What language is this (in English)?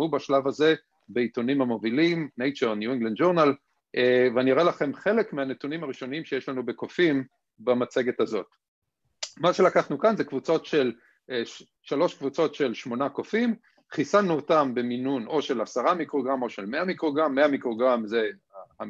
Hebrew